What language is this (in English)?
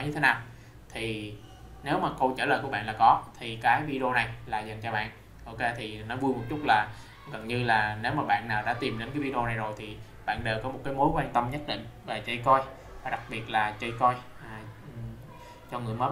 Vietnamese